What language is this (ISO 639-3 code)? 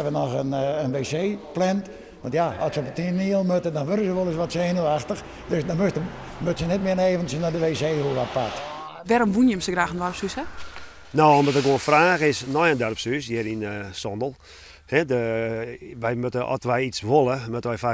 fry